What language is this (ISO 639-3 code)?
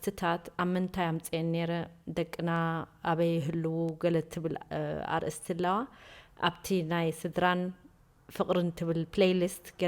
tir